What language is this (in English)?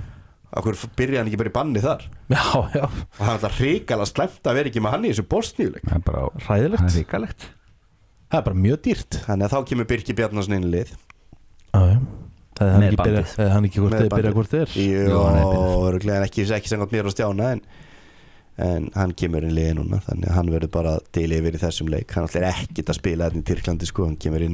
Icelandic